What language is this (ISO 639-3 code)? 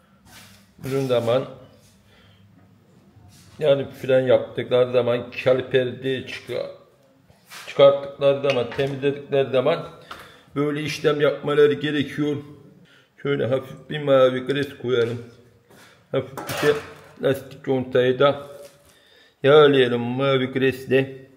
tur